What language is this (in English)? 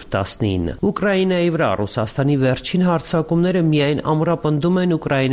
Armenian